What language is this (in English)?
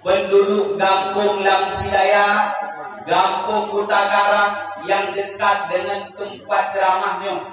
Achinese